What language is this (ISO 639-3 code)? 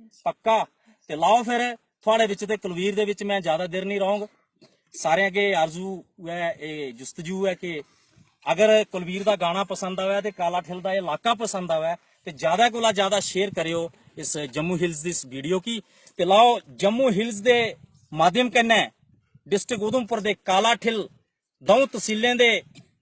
doi